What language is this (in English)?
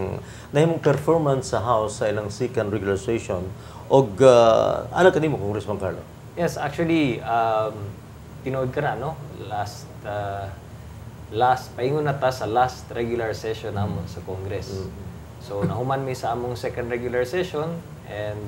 Cebuano